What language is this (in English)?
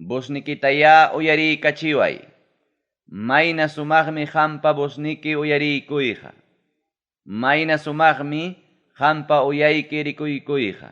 Ayacucho Quechua